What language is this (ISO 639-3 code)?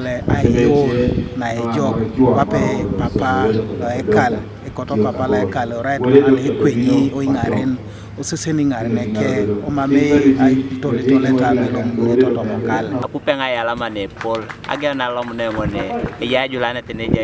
teo